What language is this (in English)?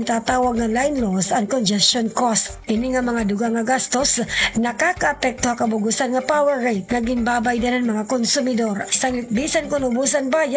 Waray